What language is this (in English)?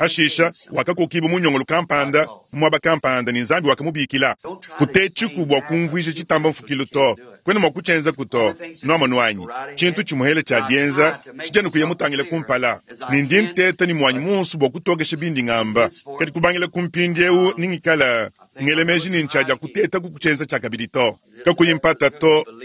Luba-Lulua